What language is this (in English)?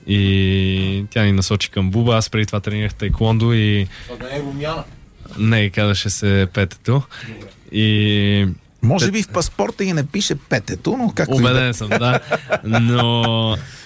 Bulgarian